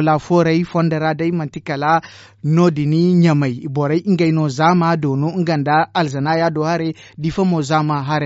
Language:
Zarma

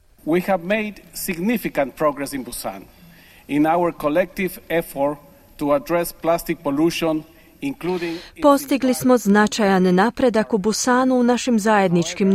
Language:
Croatian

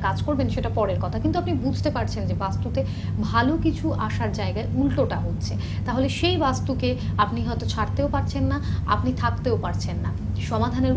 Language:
Bangla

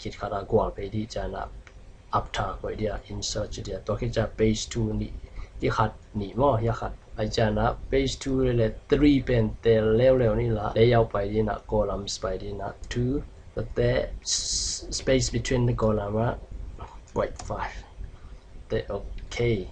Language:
Tedim Chin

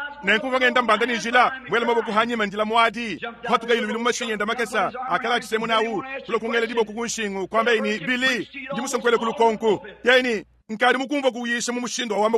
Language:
Luba-Lulua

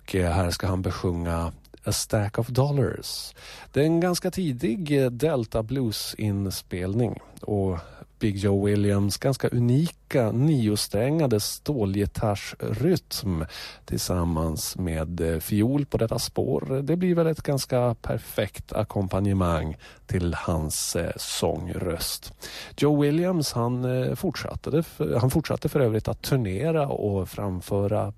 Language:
Swedish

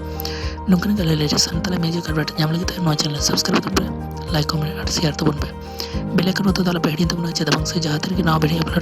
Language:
Santali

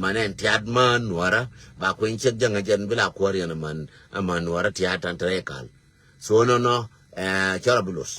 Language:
Nuer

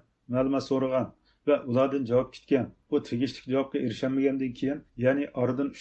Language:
Uyghur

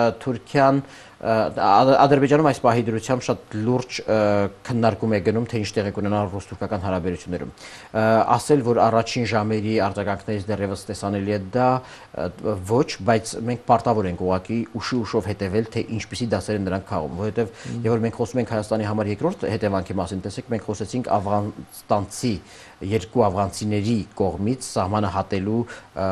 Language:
Armenian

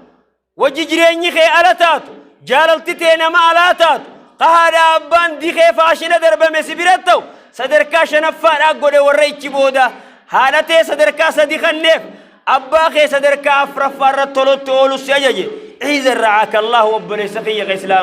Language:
Oromo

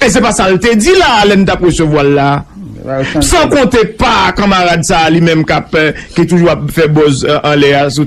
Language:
Haitian Creole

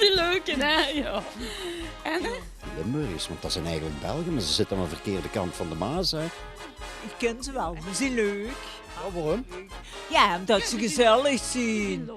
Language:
Limburgish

